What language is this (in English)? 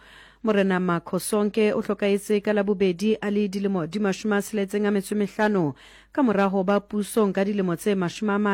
Southern Sotho